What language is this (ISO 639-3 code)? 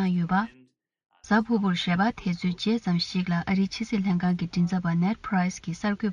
bod